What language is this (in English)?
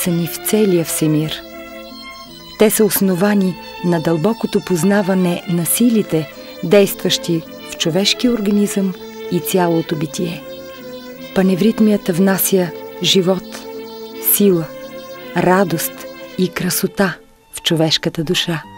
Bulgarian